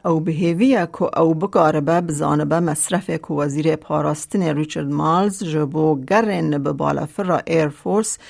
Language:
Kurdish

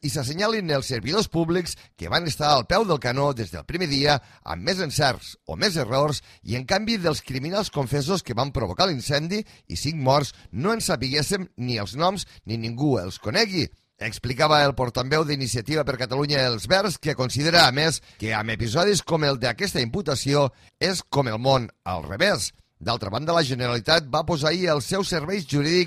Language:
Catalan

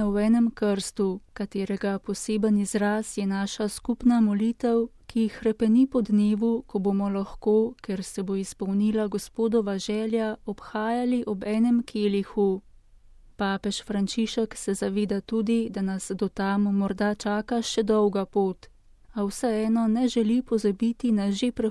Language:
Slovenian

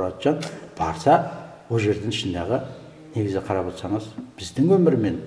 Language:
Kazakh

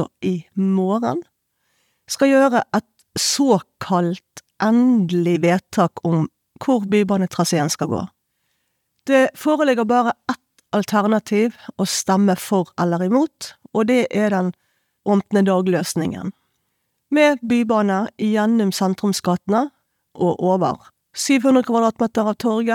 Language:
Norwegian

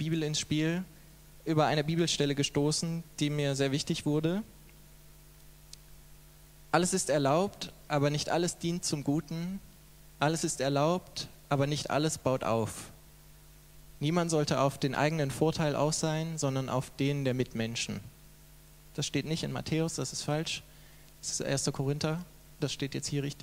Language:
German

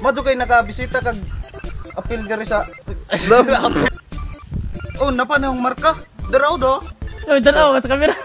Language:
Cebuano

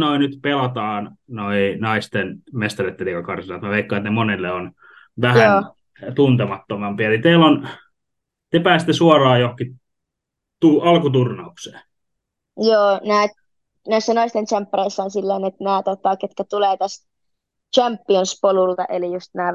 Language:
Finnish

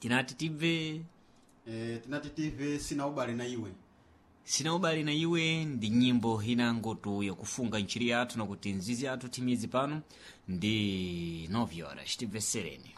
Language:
Sena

